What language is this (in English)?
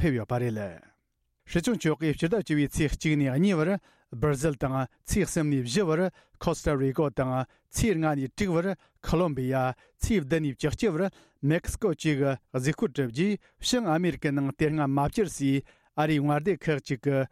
Tibetan